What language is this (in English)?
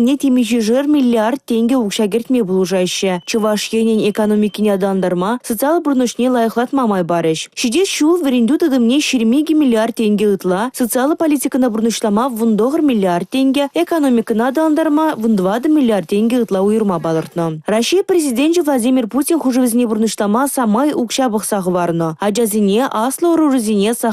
Chuvash